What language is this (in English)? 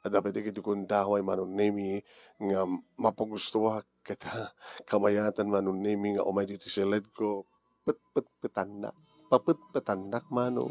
Iloko